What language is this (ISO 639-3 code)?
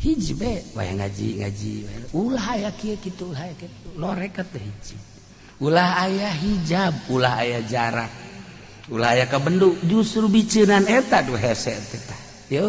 sun